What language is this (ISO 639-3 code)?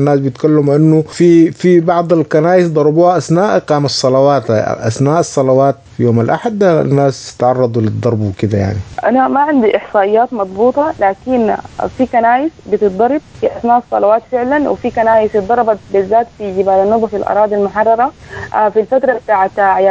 apd